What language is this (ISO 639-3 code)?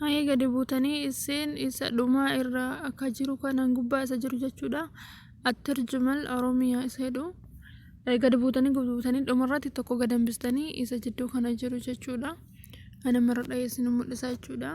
orm